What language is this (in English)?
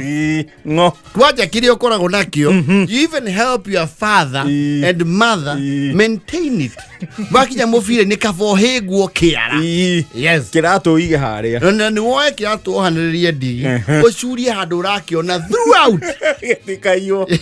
Kikuyu